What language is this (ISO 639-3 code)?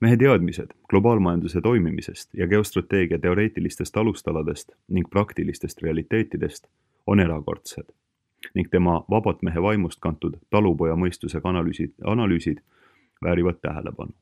est